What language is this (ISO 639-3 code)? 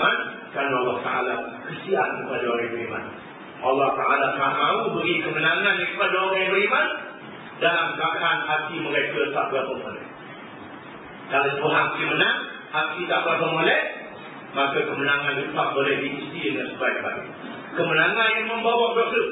msa